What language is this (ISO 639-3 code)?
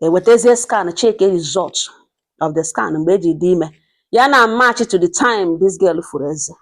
ibo